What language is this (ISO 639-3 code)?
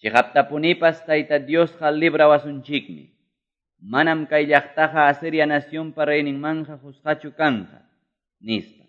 que